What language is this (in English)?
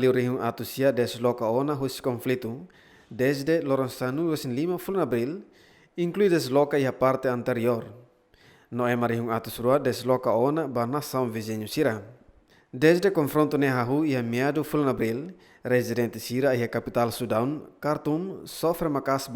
Tetum